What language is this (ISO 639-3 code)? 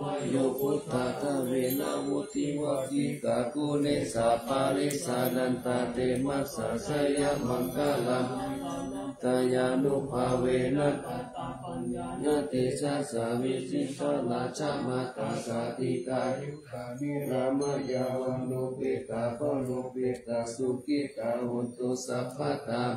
pli